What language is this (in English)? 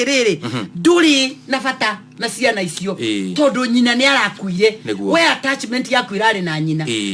Kikuyu